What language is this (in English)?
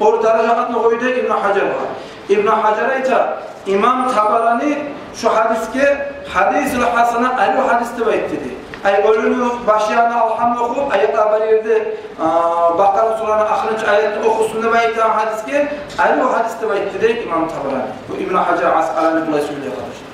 Kumyk